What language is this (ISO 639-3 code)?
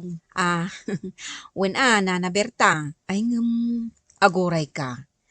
ilo